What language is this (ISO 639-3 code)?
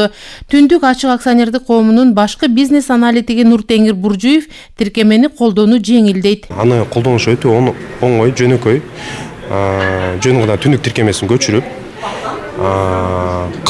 kir